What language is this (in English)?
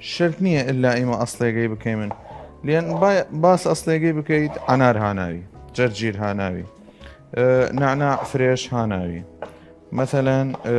Southern Kurdish